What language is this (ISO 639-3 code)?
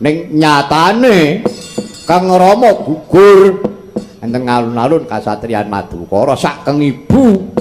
jav